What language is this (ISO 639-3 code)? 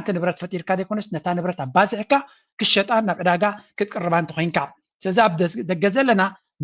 tir